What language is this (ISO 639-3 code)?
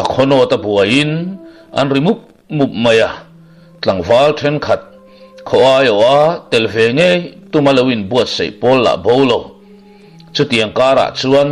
lus